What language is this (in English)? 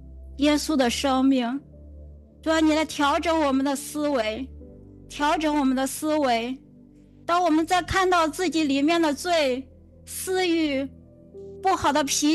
Chinese